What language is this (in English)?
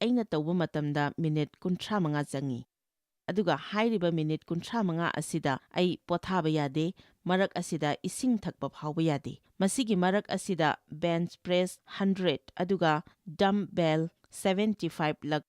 Manipuri